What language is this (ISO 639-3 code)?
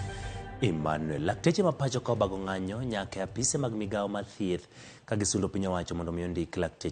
luo